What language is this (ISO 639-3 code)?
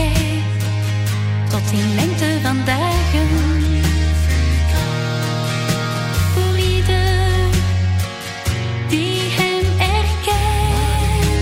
nld